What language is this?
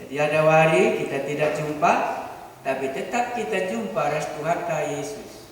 Batak Karo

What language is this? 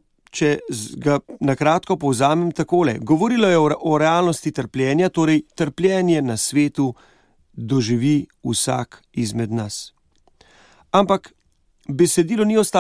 Slovenian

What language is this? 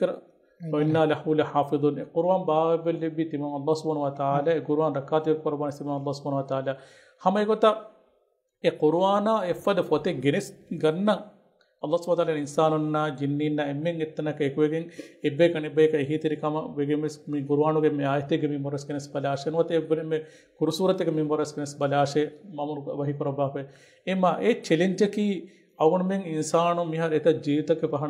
Divehi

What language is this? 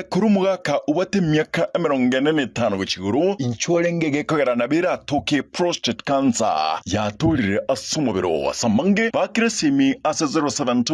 Gusii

